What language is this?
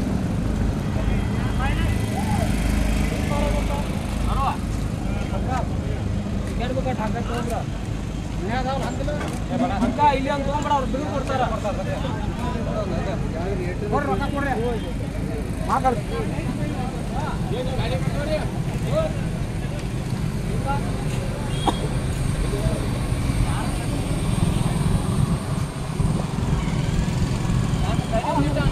Kannada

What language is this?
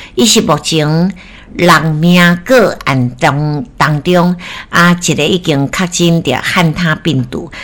Min Nan Chinese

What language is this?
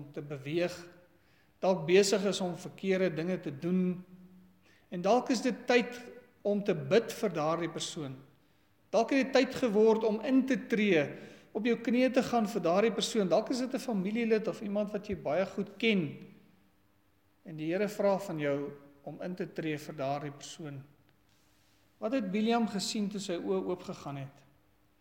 Afrikaans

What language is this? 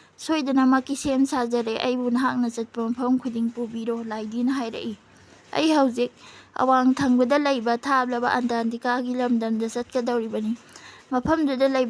Manipuri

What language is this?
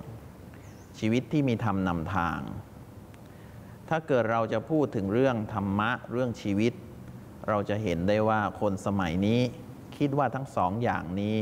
Thai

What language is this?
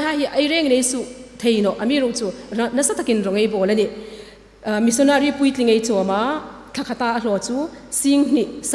Hmar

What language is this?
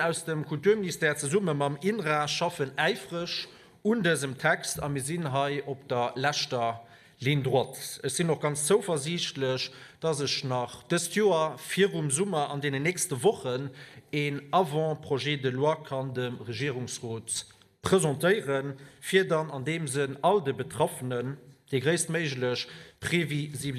Luxembourgish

